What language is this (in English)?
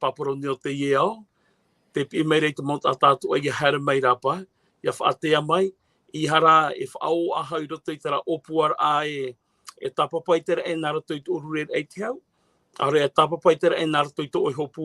Tahitian